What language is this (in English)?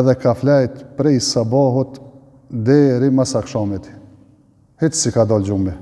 Albanian